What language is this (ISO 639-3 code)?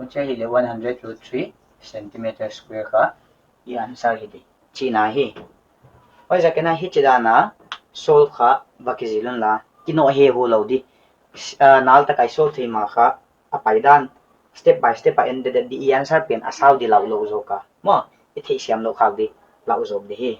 pck